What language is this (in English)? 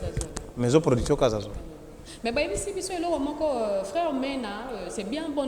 Lingala